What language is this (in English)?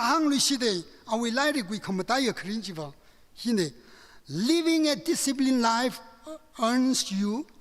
Tangkhul Naga (India)